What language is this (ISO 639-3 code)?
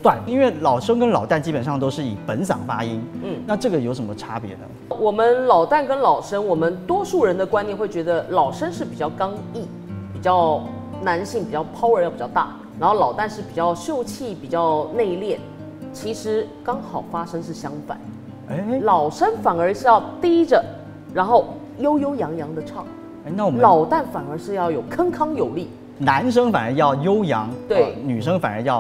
zho